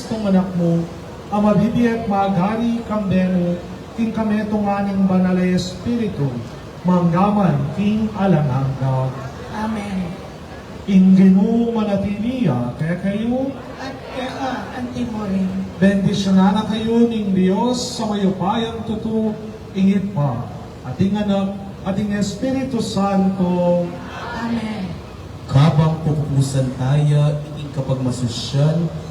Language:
Pampanga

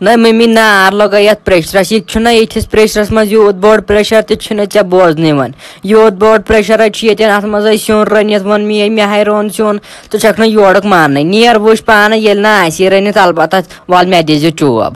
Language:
Kashmiri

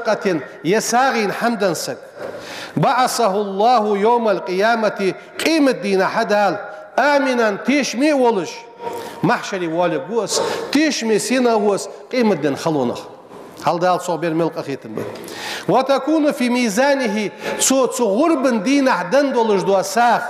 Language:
Ingush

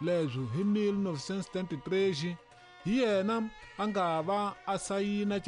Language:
Tsonga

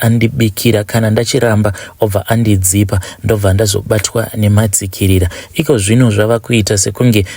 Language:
Shona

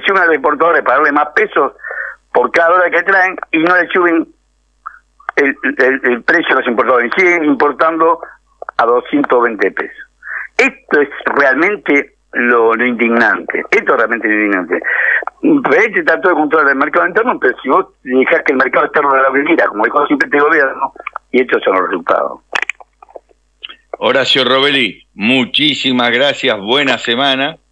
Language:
Spanish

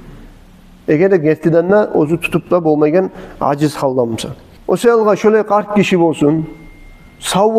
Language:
Kumyk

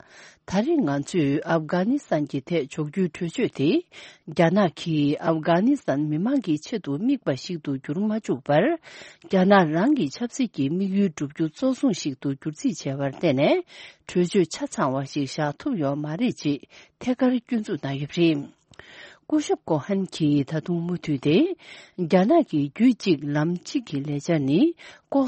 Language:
Tibetan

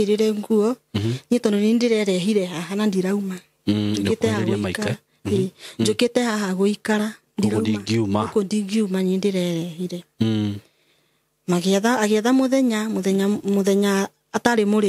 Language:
Kikuyu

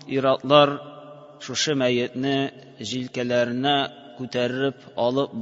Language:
Tatar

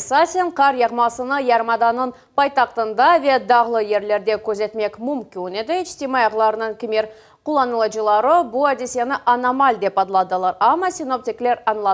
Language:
Crimean Tatar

